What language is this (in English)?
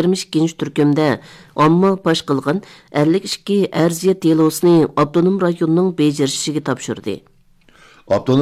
Uyghur